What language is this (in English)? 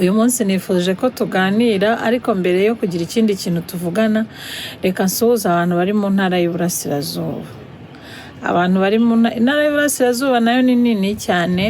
Kinyarwanda